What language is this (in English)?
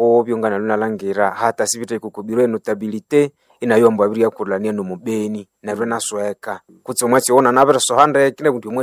Nande